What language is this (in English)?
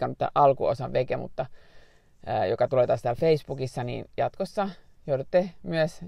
Finnish